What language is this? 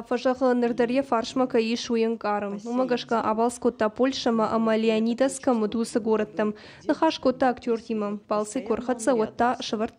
Ossetic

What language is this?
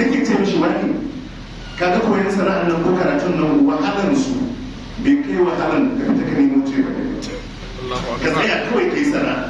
Hausa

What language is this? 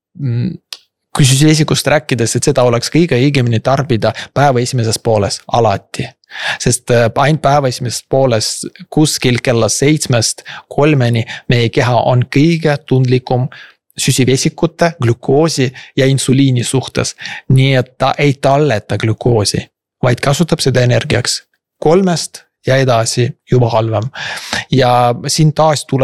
Estonian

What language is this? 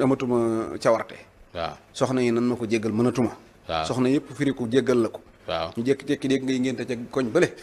Wolof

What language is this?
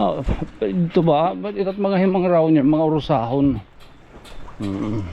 Waray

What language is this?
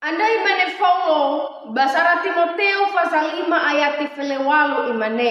Nias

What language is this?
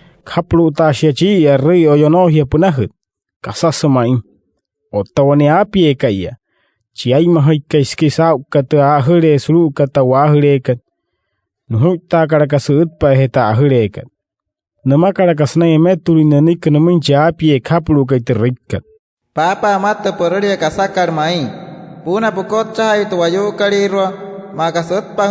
Wayuu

